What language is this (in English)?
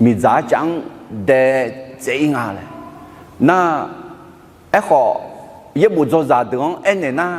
Akha